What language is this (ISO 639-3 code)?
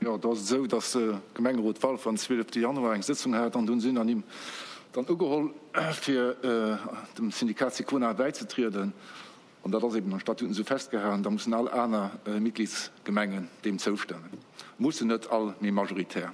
ltz